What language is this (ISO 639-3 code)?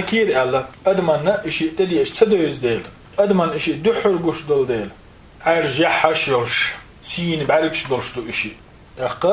che